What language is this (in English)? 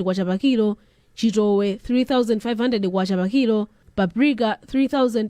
Nyanja